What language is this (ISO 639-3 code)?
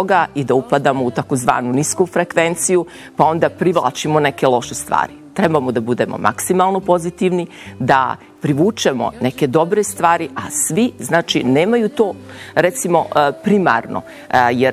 srp